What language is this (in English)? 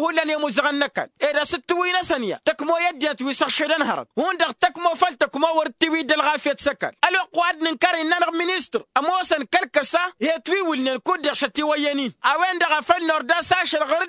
Tamasheq